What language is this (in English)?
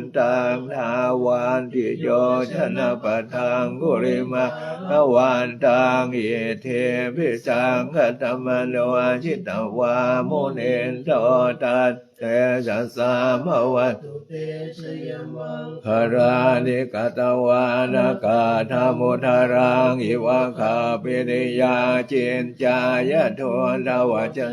Pali